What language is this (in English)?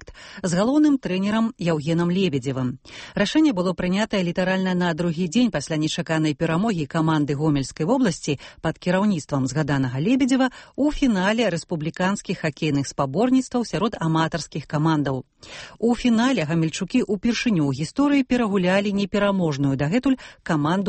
Belarusian